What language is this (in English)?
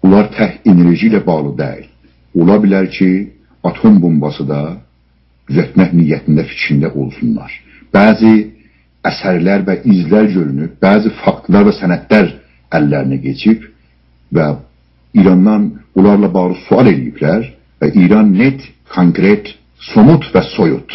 South Azerbaijani